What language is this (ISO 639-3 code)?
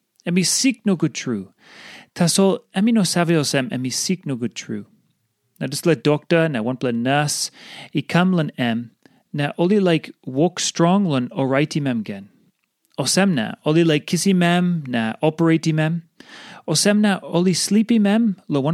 tpi